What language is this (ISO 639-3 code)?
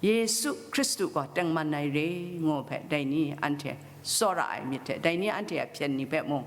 kac